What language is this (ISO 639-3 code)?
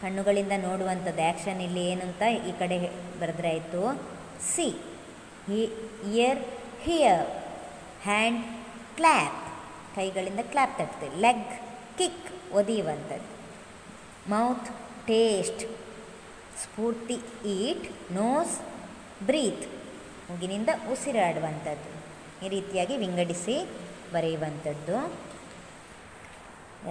kan